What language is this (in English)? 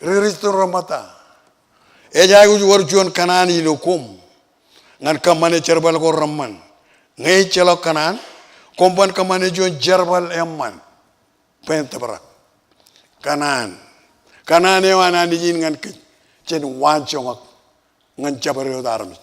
Marshallese